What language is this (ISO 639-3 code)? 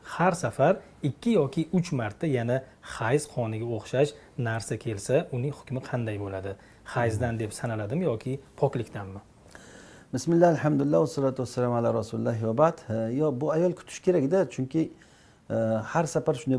uzb